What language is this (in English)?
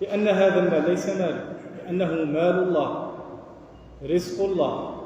Algerian Arabic